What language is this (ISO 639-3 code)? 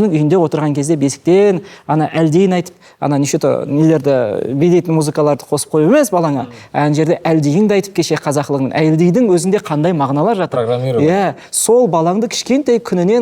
kaz